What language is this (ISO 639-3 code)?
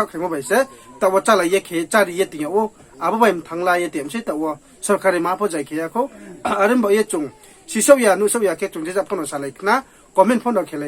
ria